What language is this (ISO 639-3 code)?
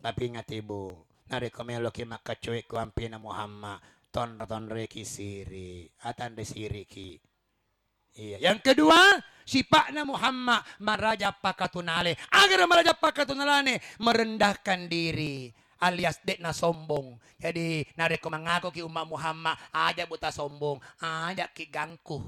bug